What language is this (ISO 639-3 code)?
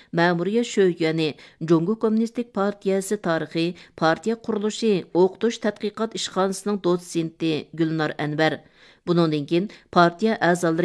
uig